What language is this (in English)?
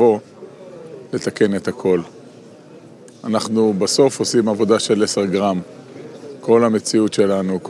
Hebrew